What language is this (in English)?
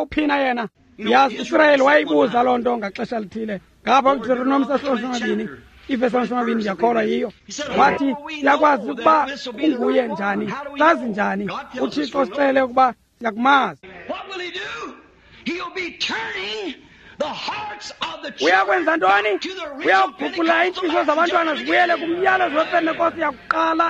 Xhosa